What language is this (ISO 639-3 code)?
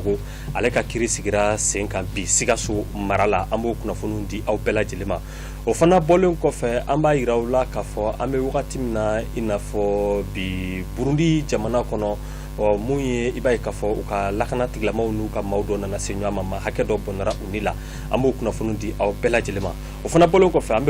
bam